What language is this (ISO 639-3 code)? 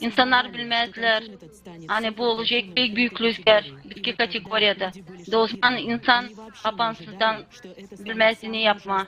gag